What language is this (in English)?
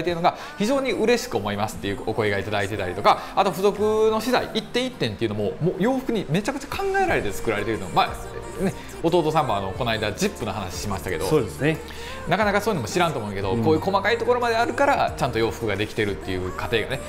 Japanese